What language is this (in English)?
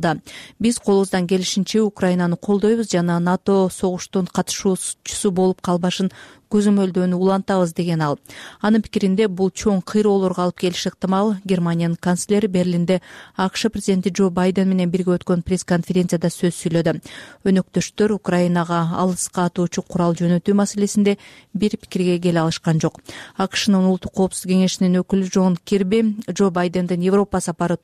Kyrgyz